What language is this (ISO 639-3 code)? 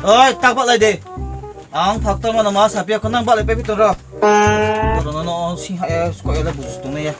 ria